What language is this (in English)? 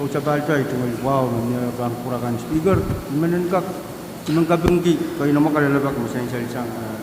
Pohnpeian